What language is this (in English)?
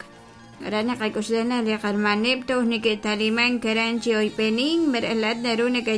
Kekchí